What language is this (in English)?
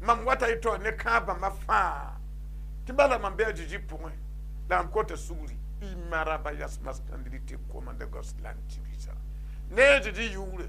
Mossi